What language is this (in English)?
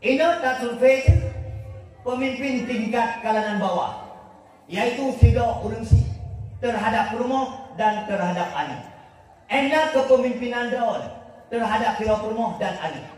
Achinese